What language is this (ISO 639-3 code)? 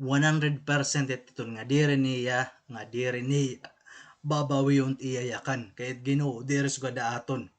war